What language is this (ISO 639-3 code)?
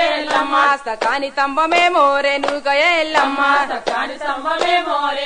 tel